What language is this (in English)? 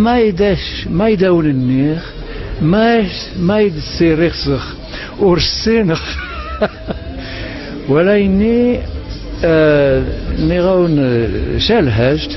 Kabyle